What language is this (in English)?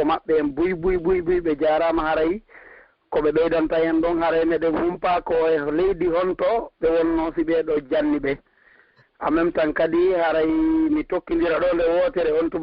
Pular